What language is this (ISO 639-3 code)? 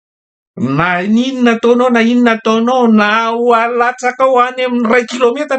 mlg